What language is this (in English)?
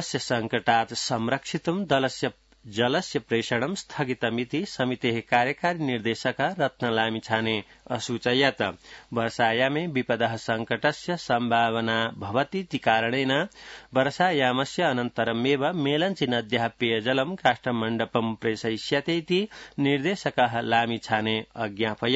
Sanskrit